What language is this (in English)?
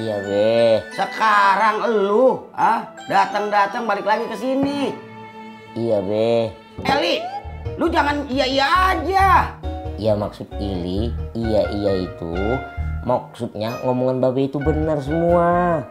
Betawi